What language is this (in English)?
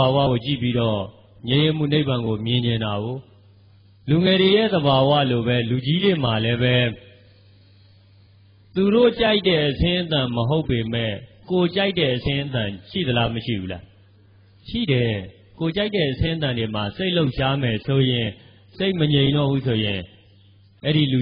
Burmese